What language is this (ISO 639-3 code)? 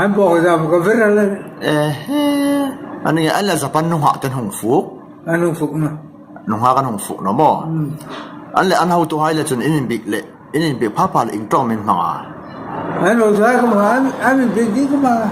hmr